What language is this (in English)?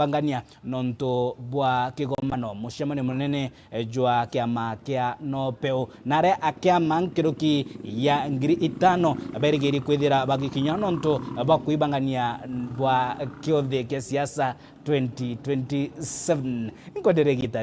Meru